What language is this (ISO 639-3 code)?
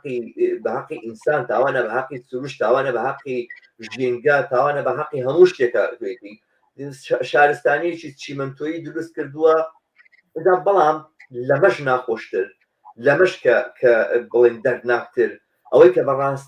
ckb